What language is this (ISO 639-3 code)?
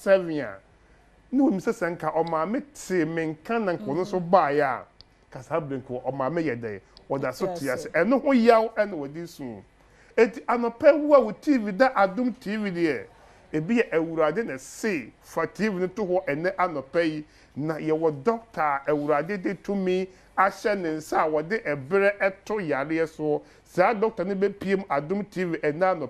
aka